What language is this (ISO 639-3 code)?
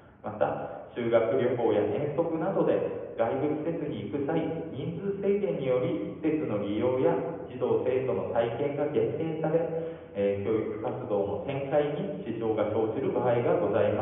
jpn